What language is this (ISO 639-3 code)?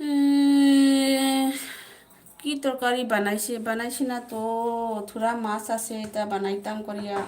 mni